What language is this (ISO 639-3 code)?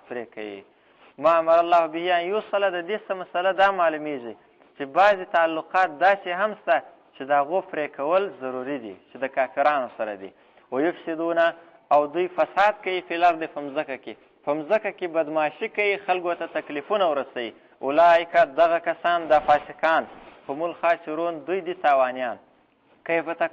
pus